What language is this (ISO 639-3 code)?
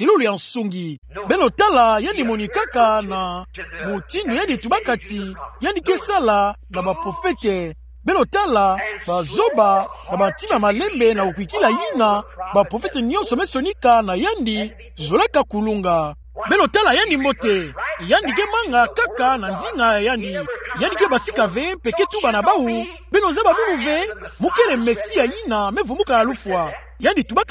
ktu